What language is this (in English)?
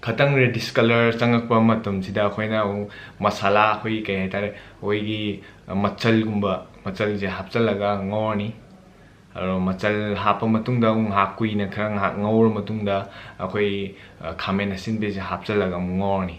Manipuri